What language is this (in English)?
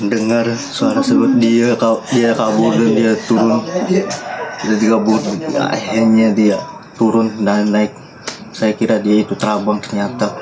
Banjar